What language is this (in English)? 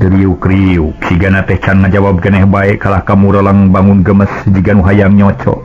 Sundanese